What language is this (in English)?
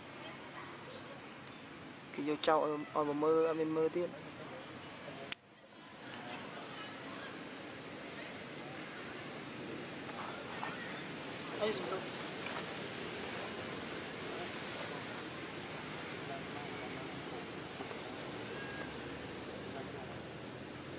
Vietnamese